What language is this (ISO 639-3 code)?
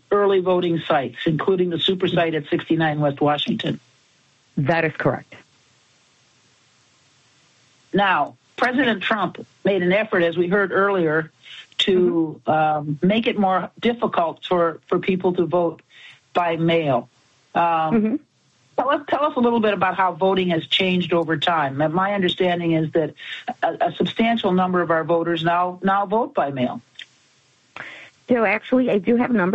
eng